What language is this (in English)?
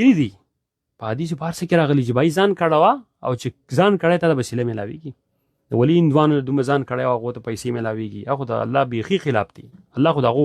Pashto